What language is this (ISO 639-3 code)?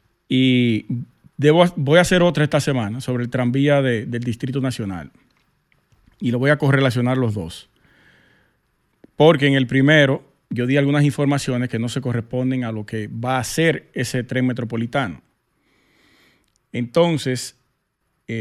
spa